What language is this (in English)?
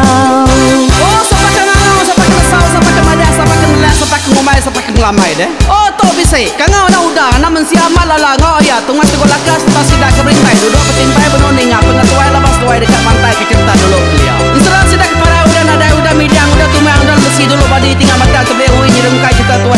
Iban